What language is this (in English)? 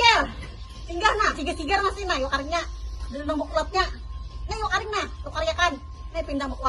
Banjar